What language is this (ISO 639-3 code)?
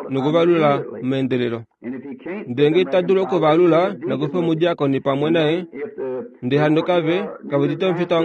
kua